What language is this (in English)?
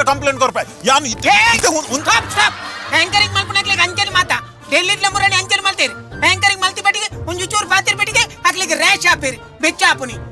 Tulu